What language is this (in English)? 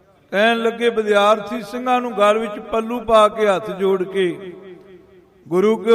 Punjabi